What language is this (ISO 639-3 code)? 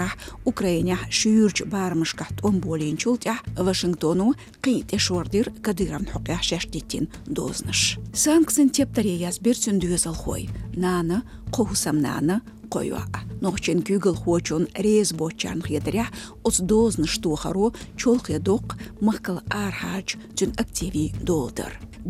che